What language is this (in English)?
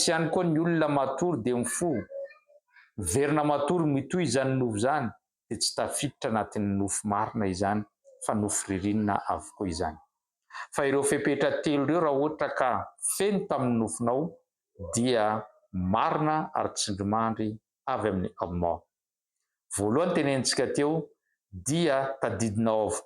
Malagasy